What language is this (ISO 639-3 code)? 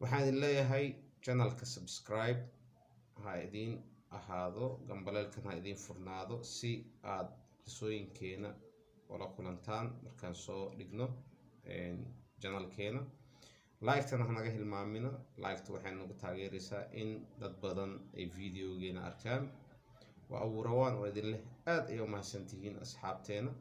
som